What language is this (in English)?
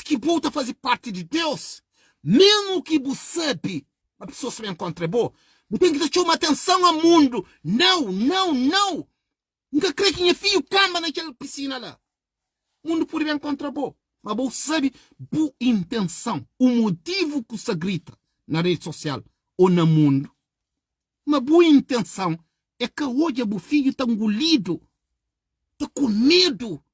Kabuverdianu